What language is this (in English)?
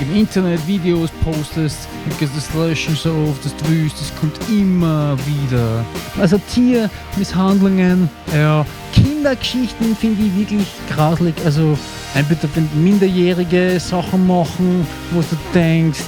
Bavarian